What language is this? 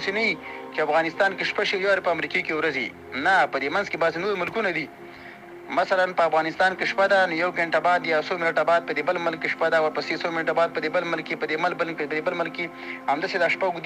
Pashto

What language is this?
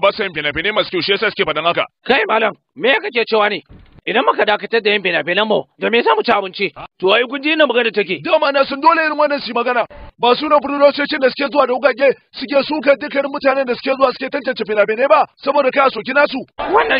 Hausa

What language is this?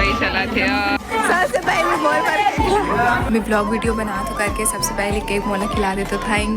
Chhattisgarhi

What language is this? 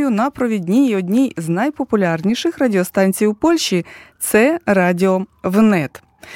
Ukrainian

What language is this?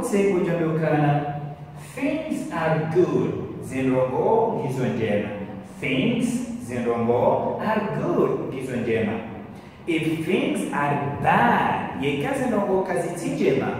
Ngazidja Comorian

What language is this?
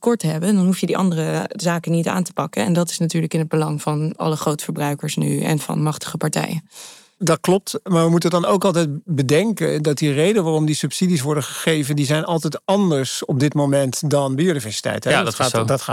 Dutch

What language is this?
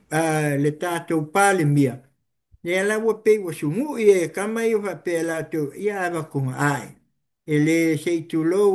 Samoan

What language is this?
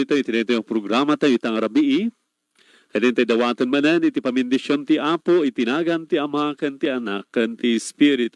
Iloko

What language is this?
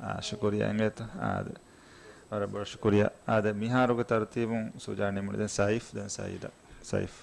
Divehi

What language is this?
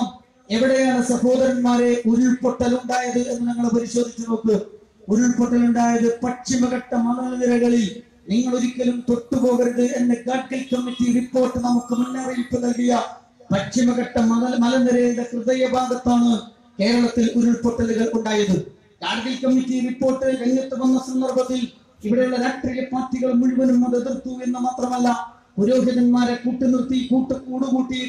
Malayalam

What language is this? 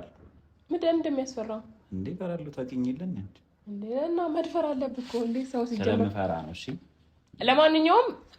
Amharic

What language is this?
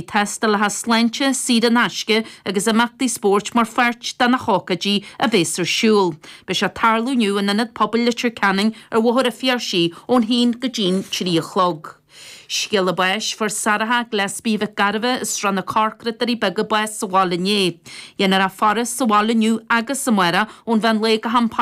Irish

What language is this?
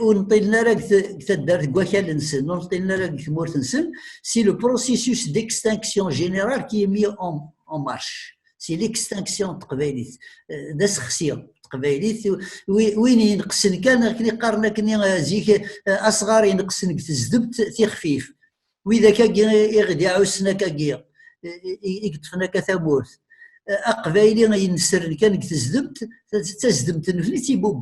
Kabyle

